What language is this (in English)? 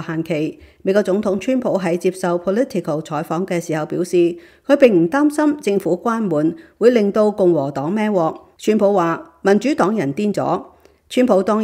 Cantonese